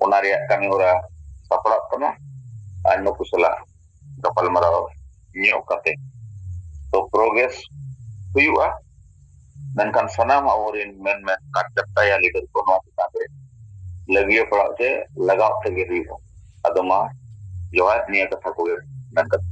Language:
Santali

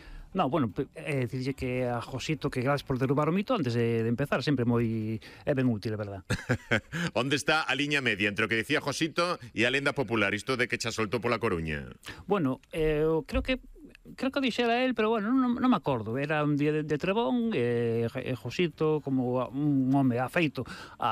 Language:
Galician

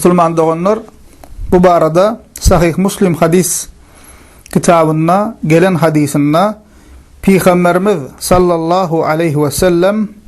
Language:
Turkmen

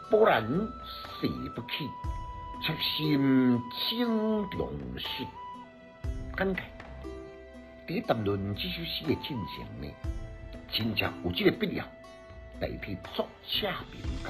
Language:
Min Nan Chinese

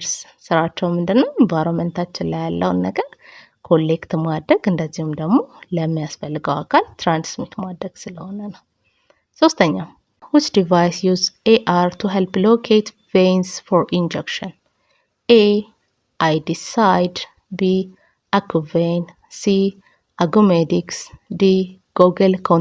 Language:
Amharic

